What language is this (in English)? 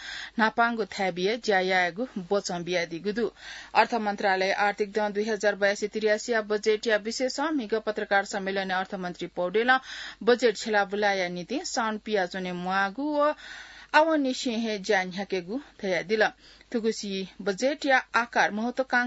Newari